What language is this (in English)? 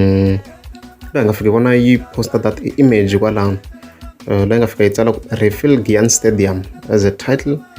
Tsonga